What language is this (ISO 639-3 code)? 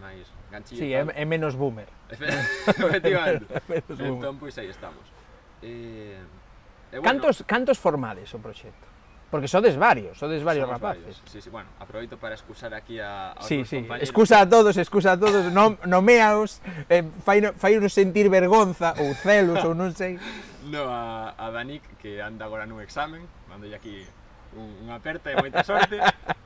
glg